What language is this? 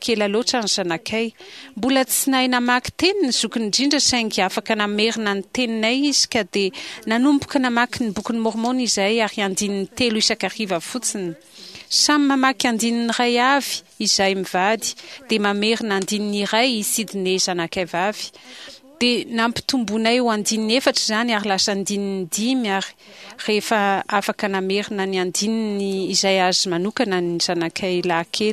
Malagasy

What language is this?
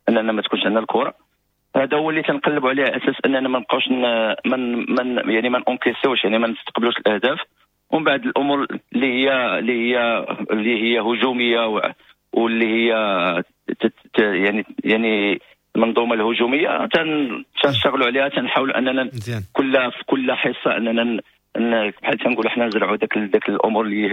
Moroccan Arabic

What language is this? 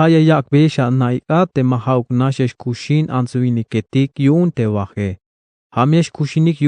Tzeltal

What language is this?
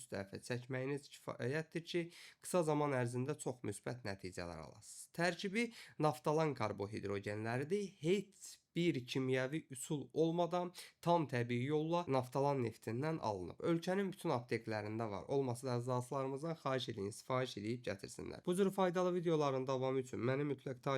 Azerbaijani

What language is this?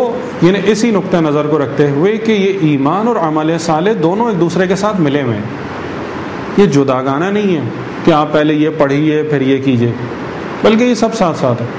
Urdu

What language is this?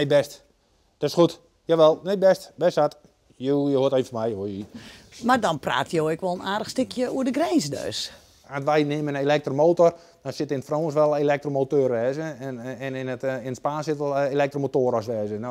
Western Frisian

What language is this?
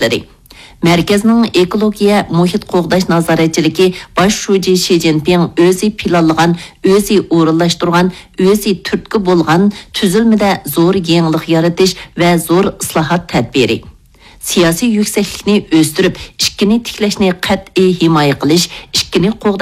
Uyghur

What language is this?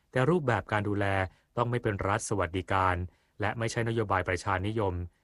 Thai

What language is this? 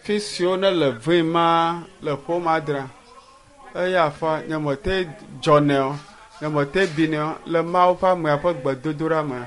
Ewe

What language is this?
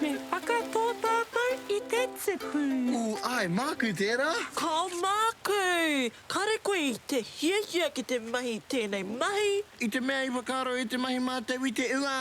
Māori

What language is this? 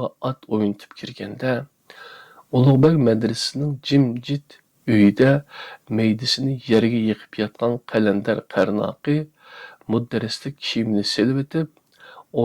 Uyghur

